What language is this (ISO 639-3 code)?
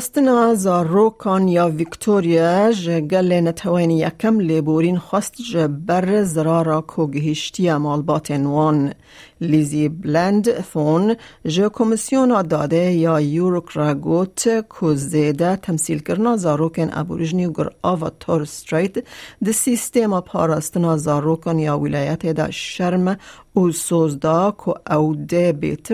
kur